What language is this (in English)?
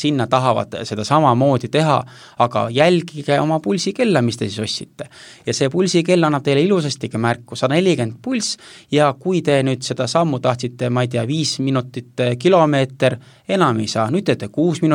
Estonian